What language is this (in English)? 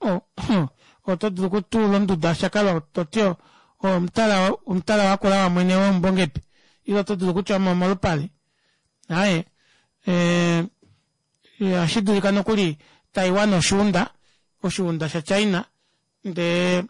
Kuanyama